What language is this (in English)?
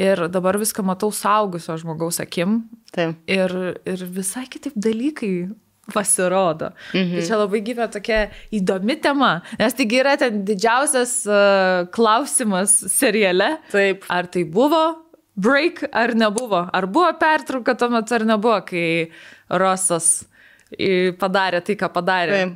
Lithuanian